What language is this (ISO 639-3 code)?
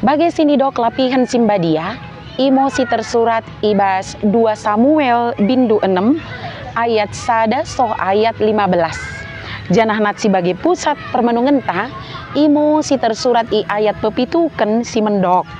btd